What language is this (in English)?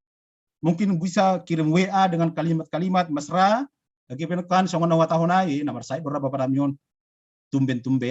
Batak Simalungun